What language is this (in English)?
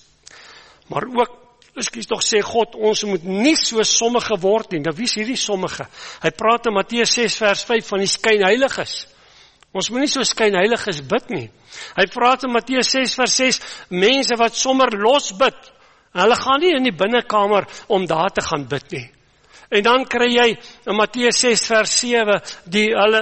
Afrikaans